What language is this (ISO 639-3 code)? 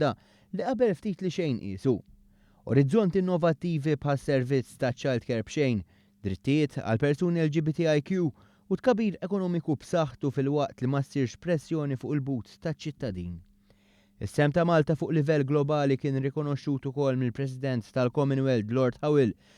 mlt